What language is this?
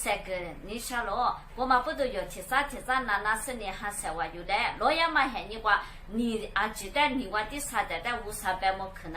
Lisu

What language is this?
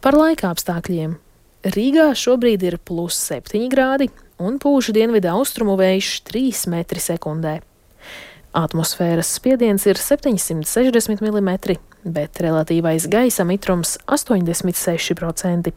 Latvian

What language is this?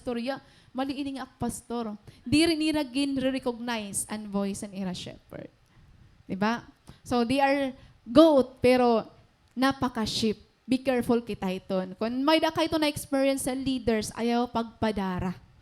Waray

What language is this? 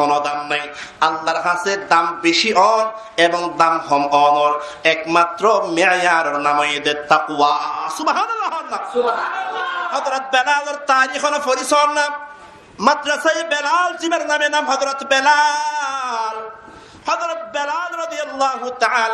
Rohingya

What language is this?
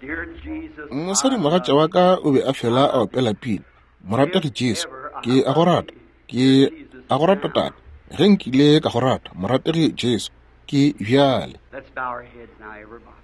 Northern Sotho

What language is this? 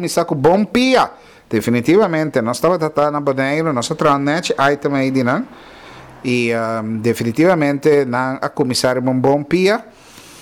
Papiamento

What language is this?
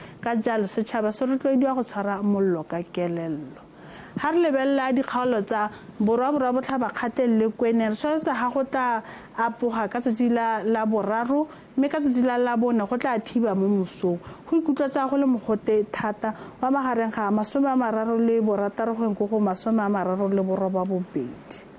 Tswana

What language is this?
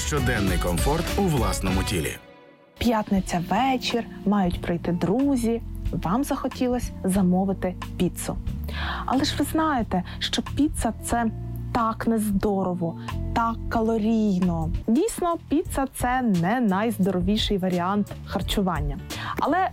Ukrainian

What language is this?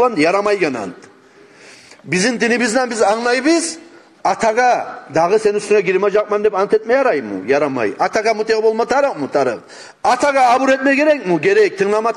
Kumyk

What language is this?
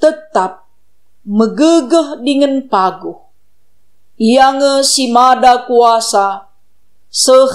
Batak Karo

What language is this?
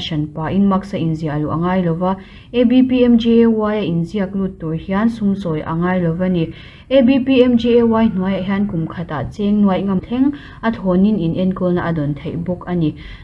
Mizo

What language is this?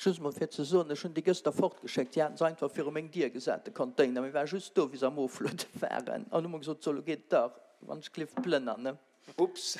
Luxembourgish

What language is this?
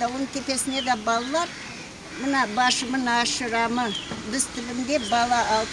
Crimean Tatar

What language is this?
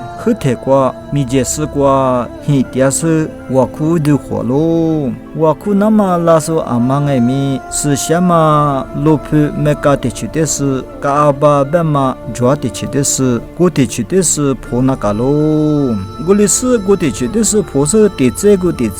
Lisu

